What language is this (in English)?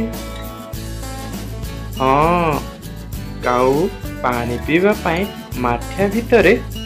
Odia